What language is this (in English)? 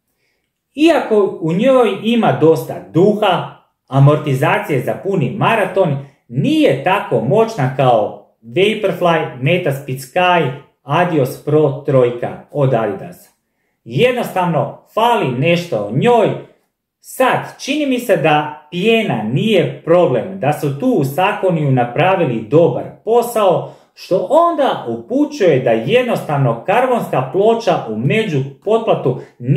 Croatian